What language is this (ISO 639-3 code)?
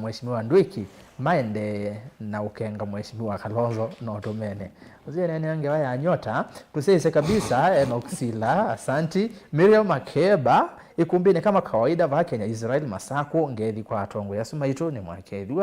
kam